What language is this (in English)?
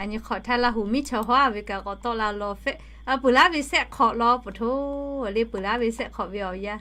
Lahu